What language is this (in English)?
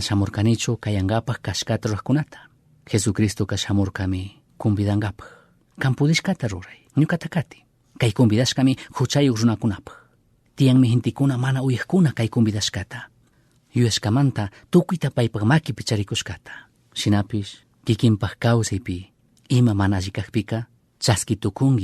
Chimborazo Highland Quichua